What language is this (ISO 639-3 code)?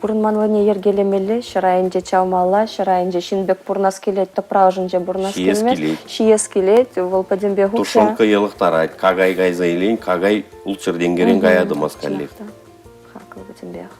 chv